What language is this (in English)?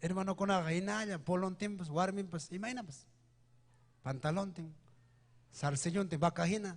Ayacucho Quechua